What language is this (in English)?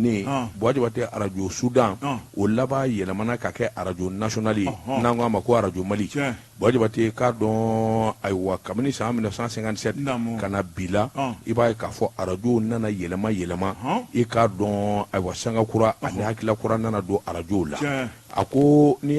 Bambara